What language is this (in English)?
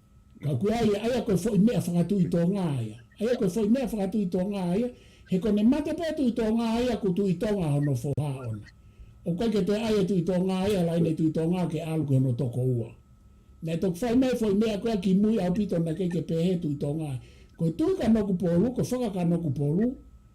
Tongan